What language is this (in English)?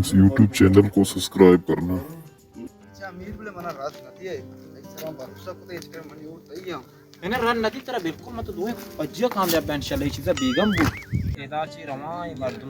Baluchi